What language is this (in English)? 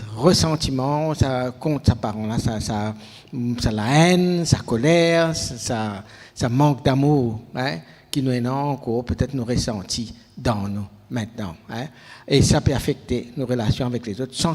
Morisyen